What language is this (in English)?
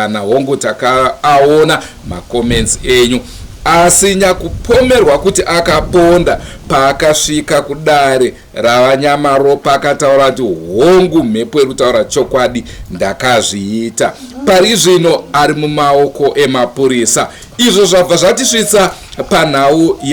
Shona